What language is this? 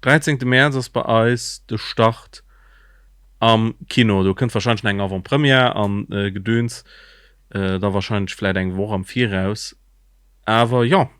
Luxembourgish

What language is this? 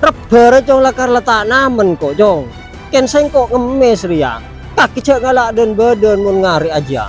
Madurese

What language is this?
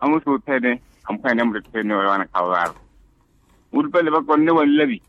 Makhuwa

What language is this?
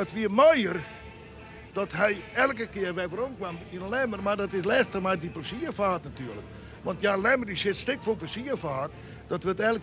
Western Frisian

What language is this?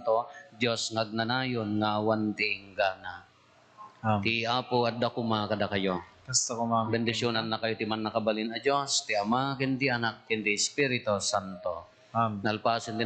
Iloko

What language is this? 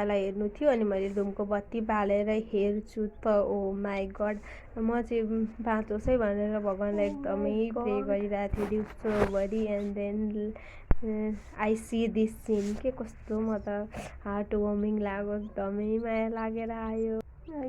Nepali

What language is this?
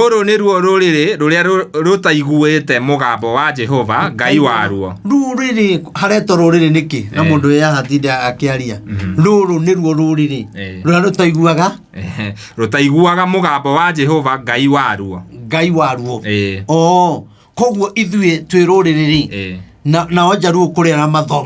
Kikuyu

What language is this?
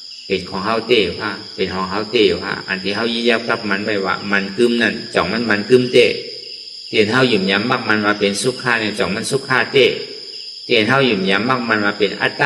Shan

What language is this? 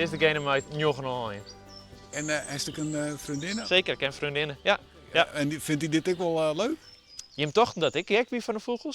Western Frisian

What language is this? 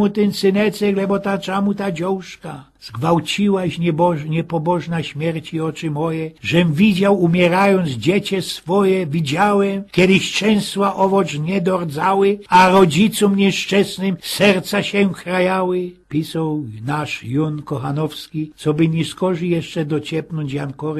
Silesian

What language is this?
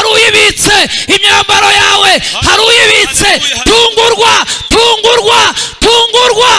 Kinyarwanda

